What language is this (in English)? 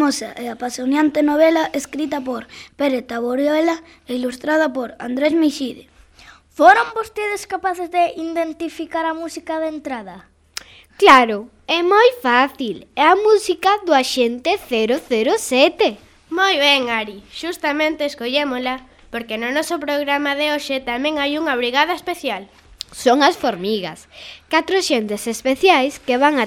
Galician